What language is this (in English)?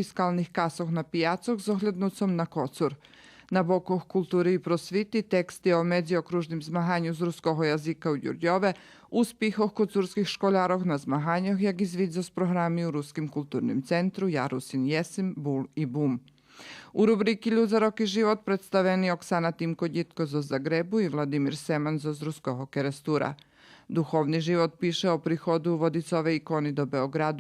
Rusyn